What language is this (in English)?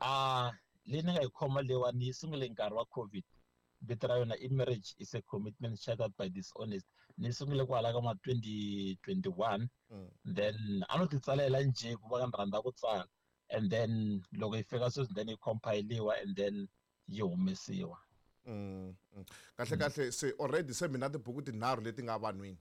Tsonga